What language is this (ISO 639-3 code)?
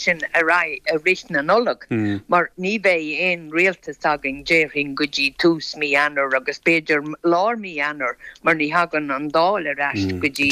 gle